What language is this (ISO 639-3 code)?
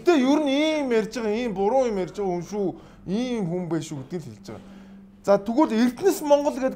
mon